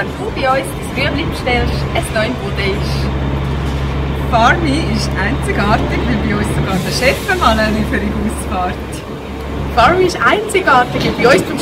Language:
German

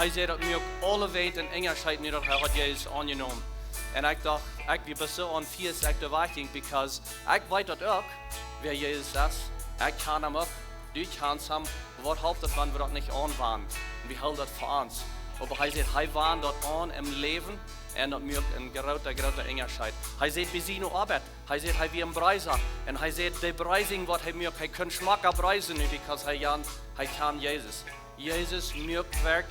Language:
Plautdietsch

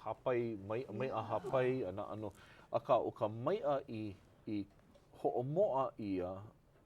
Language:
Hawaiian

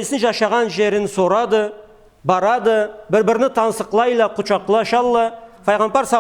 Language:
Karachay-Balkar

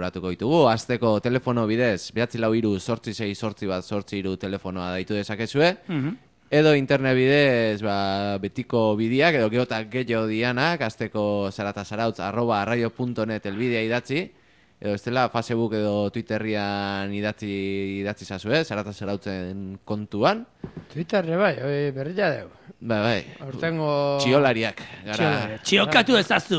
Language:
Basque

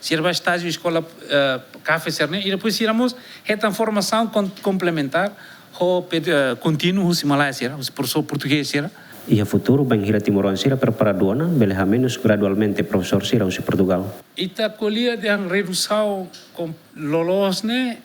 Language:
Tetum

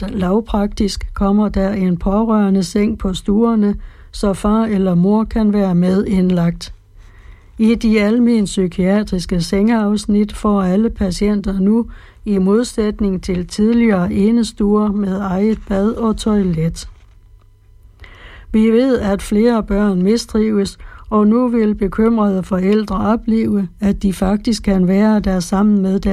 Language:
Danish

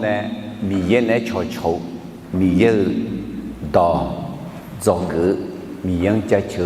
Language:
Akha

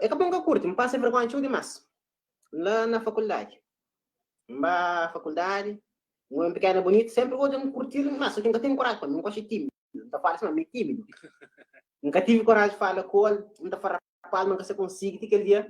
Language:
Kabuverdianu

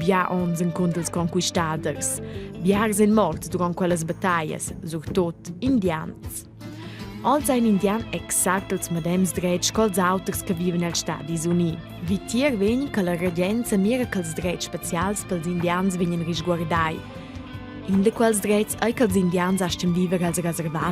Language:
Romansh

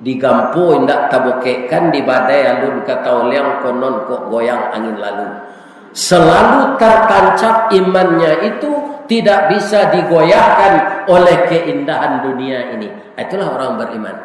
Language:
Minangkabau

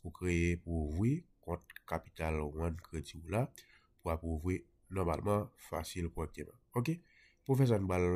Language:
Haitian Creole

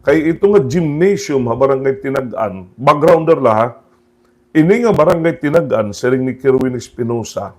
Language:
Waray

